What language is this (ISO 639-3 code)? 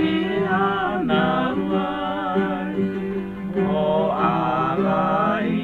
haw